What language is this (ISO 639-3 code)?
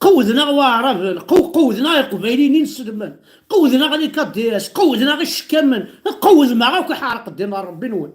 kab